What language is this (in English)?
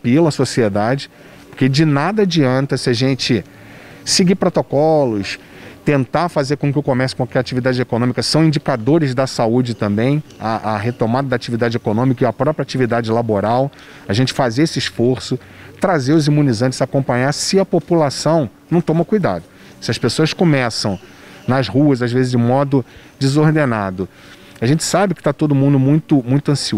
Portuguese